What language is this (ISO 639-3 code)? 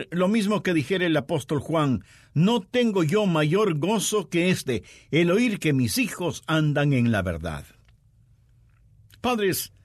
spa